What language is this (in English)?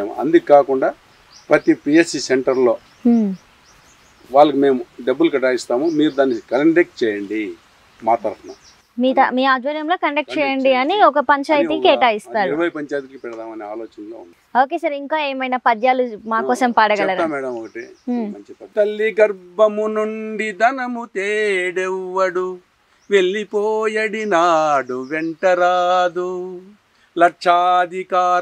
Telugu